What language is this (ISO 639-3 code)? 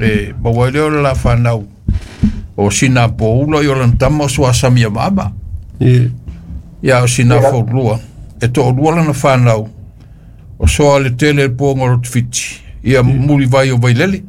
smo